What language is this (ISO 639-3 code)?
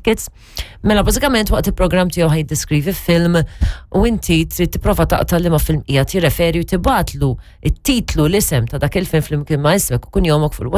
mlt